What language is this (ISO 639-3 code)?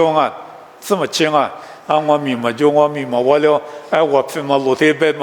lis